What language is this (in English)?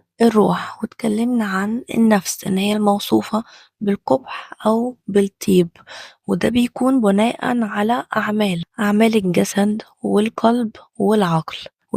Egyptian Arabic